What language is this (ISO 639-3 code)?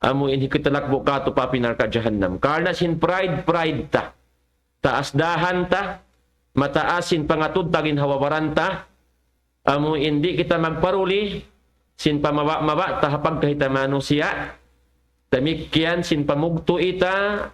tsg